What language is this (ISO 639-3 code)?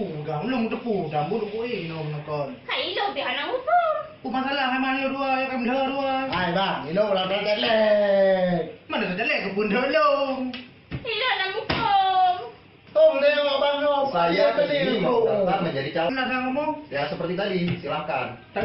ace